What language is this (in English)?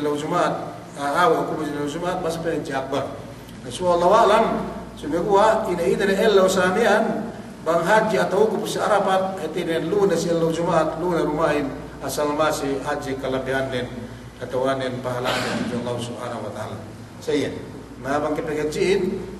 Yakan